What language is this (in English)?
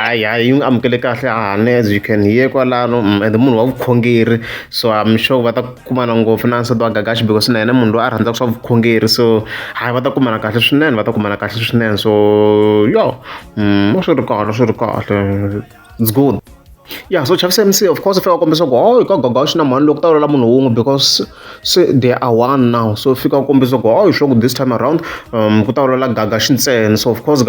Tsonga